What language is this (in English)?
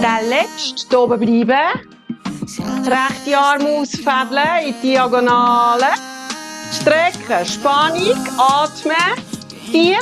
Swiss German